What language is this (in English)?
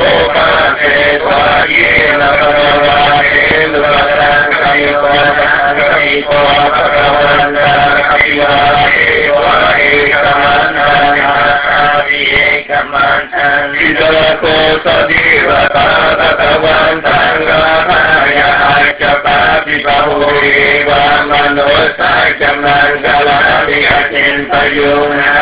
Vietnamese